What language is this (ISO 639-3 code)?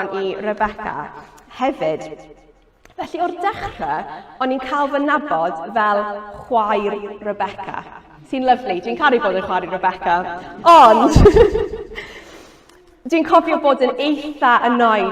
cym